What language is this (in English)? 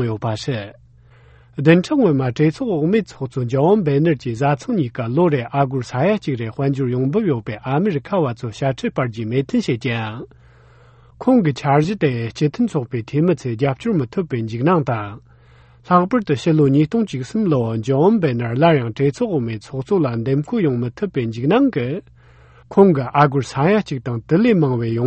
Tibetan